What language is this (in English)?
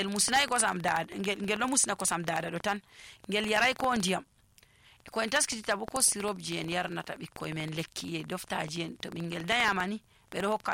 Nigerian Fulfulde